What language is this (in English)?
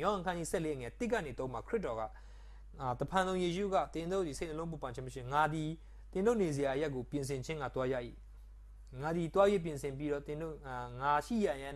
Burmese